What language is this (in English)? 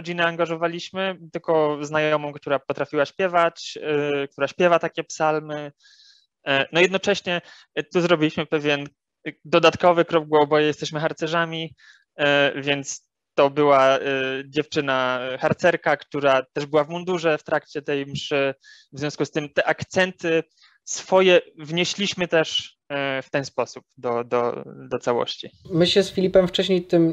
Polish